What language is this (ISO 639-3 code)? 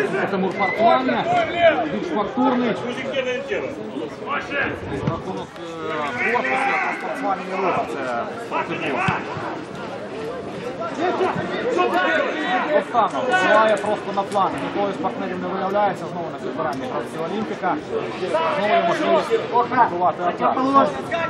ukr